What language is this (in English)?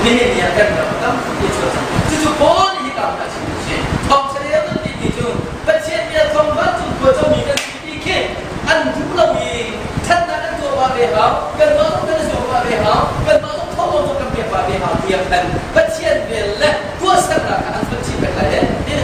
Hakha Chin